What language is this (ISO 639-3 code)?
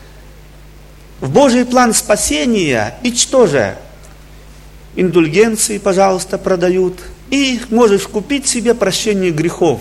rus